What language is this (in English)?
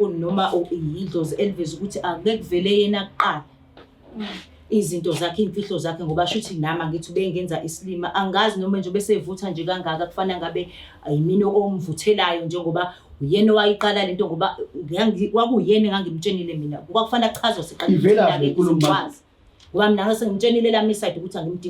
Zulu